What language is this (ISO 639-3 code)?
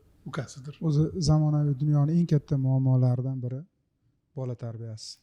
uzb